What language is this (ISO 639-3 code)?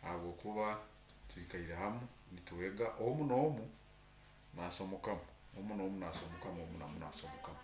nyo